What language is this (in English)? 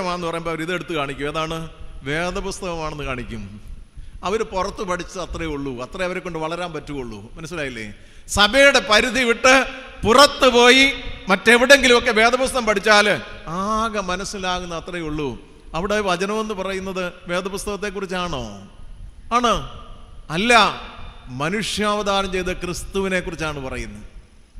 Malayalam